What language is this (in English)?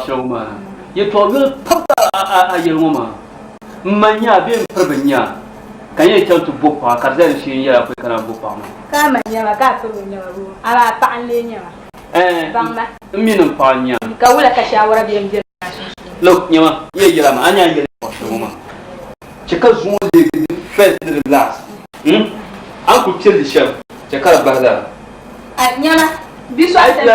Dagbani